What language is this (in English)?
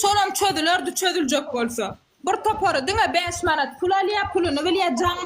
Turkmen